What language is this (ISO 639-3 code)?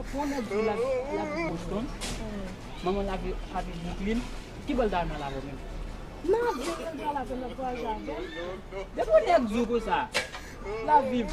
hat